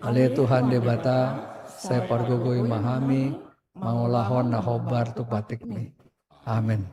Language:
Batak Toba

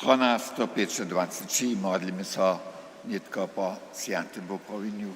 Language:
Upper Sorbian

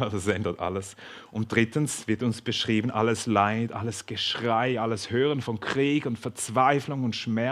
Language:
Swiss German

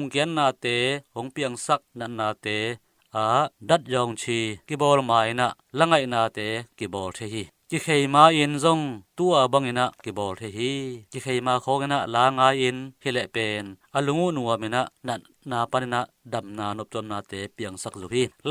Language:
Tedim Chin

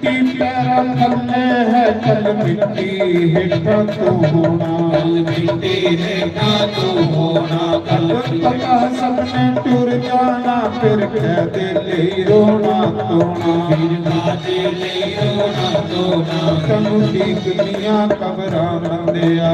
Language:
Dogri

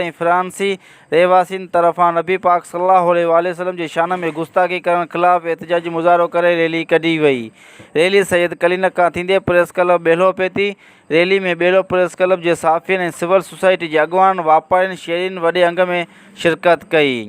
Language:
Sindhi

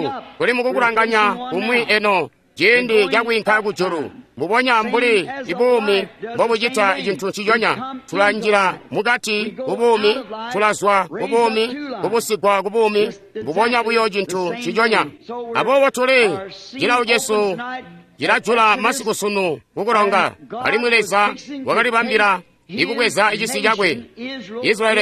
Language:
Tonga (Zambia)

